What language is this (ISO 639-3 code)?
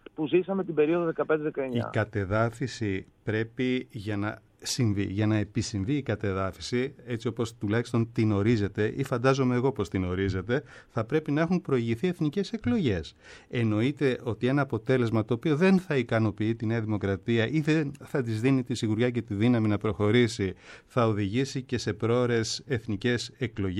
ell